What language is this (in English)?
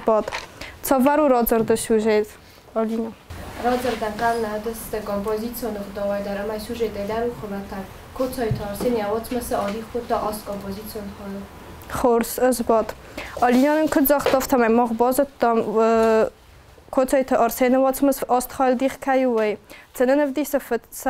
Ossetic